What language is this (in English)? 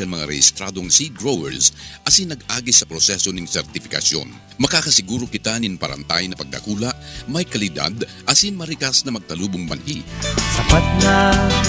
Bikol